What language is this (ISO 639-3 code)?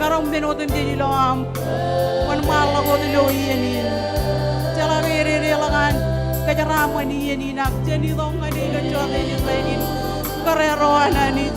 mah